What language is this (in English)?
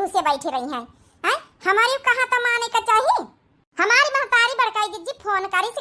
Awadhi